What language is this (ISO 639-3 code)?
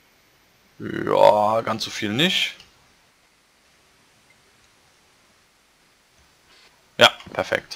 deu